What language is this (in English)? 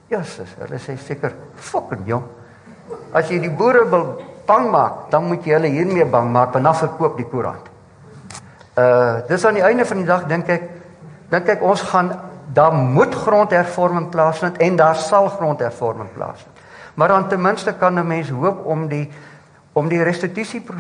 Afrikaans